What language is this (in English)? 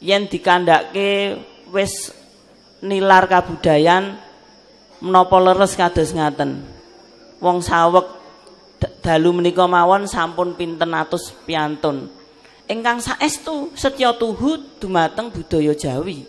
Javanese